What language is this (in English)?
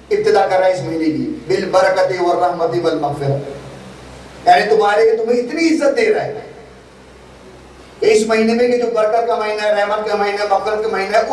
Urdu